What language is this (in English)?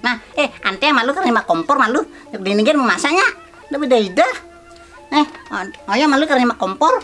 Balinese